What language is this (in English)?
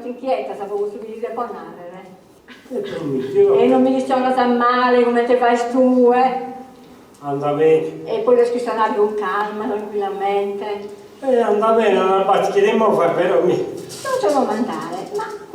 Sardinian